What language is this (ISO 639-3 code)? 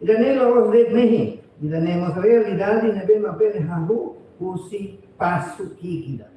tet